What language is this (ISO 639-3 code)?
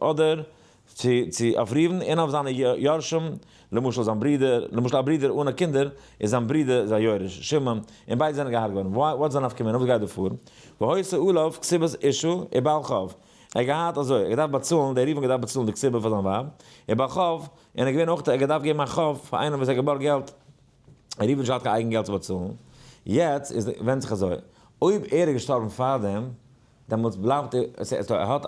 yid